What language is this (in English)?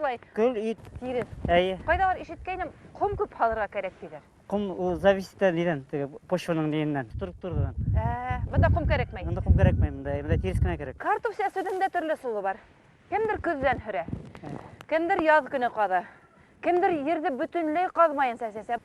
Bashkir